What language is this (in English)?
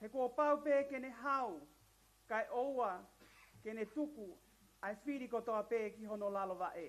Tongan